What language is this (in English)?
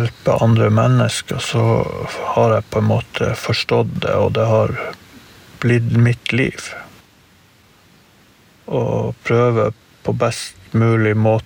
Norwegian